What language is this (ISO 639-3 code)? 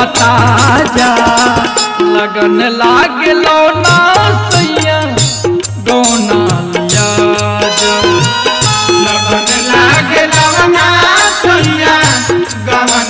bho